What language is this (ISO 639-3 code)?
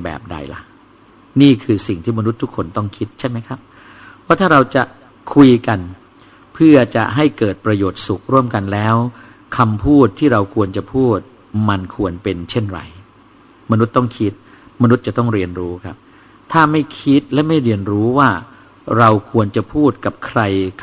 tha